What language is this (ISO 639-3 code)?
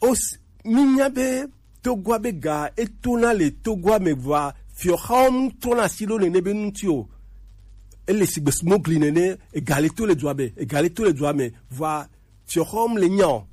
gej